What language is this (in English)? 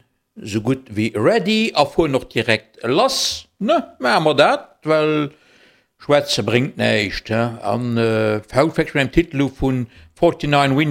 Luxembourgish